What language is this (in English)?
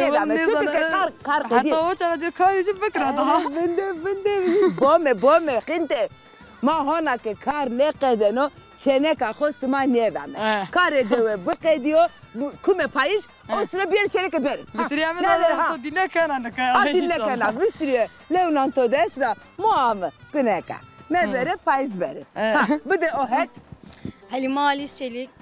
Zaza